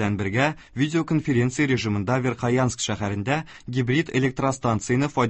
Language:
Tatar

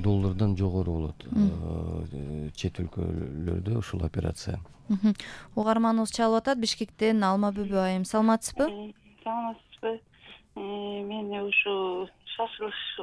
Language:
Kyrgyz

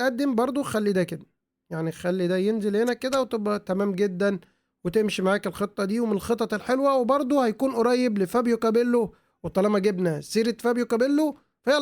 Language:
Egyptian Arabic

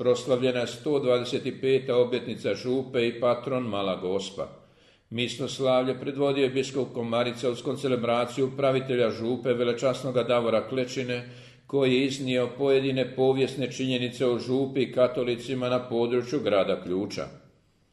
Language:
Croatian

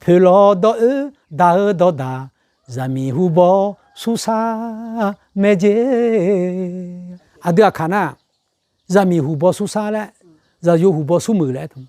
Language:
Akha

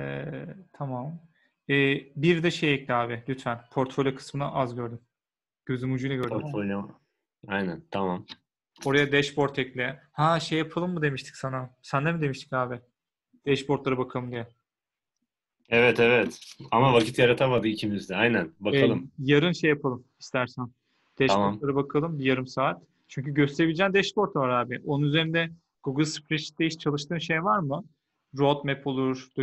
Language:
Turkish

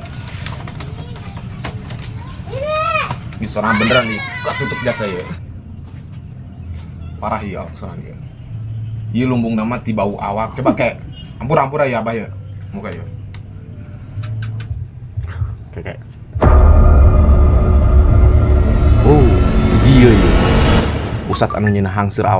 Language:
Sundanese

